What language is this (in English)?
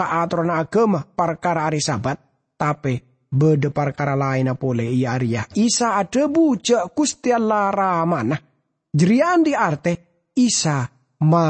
Madurese